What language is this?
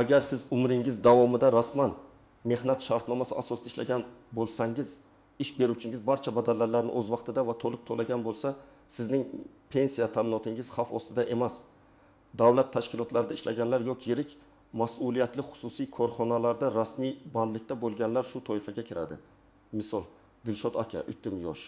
Uzbek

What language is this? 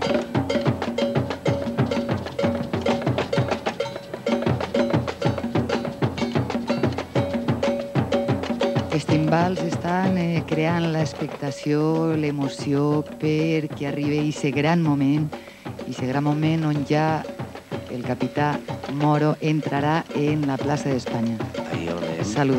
Catalan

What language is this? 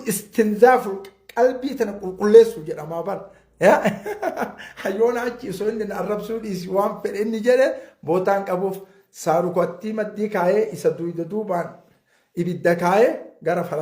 Oromo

